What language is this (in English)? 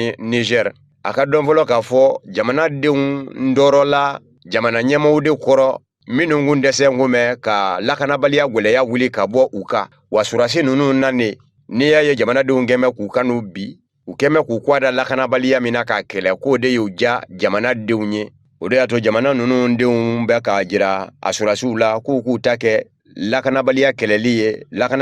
Bambara